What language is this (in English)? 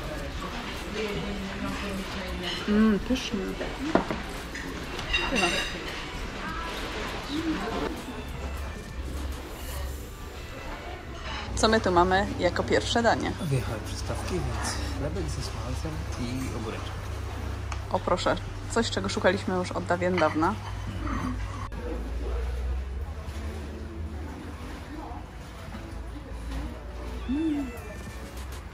Polish